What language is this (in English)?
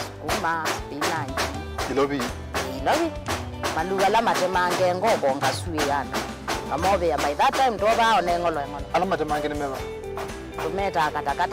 Kamba